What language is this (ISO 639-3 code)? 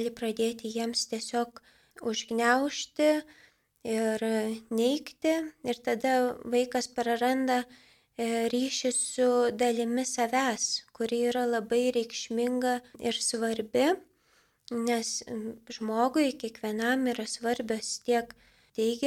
lit